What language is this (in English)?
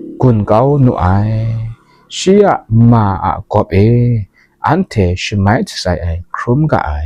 Kachin